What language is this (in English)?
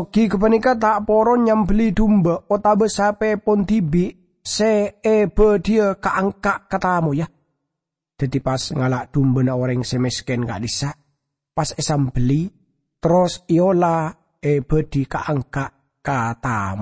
Madurese